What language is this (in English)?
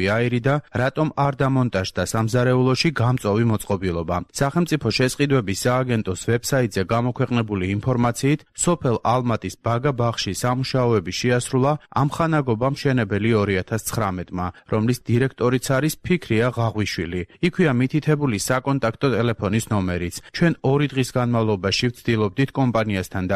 Georgian